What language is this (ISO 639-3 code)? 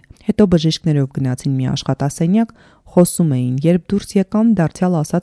hye